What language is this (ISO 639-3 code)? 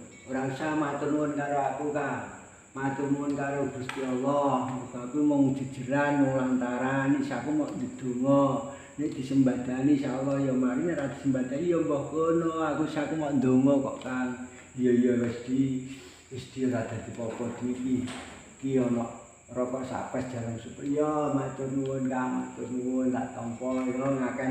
jav